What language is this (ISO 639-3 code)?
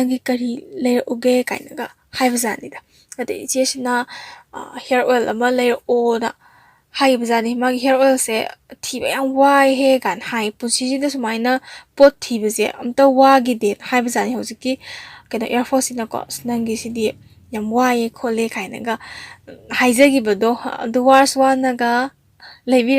mni